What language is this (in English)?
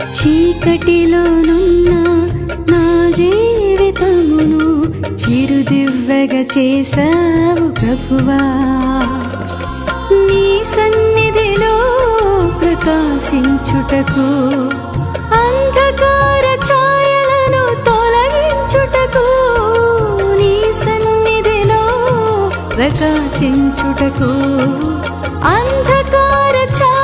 Telugu